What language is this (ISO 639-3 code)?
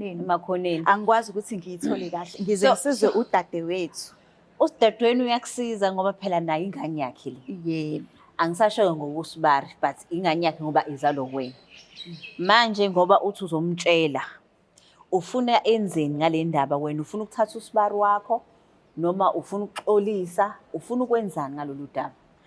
zul